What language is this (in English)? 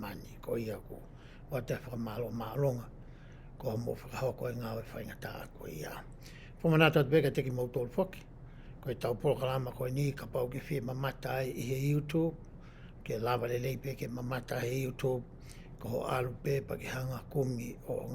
Tongan